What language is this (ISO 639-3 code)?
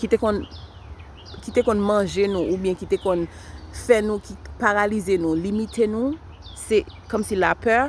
hat